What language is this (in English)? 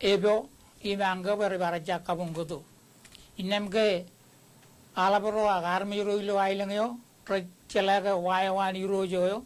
Marshallese